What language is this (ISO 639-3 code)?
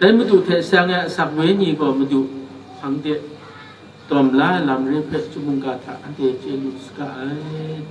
kac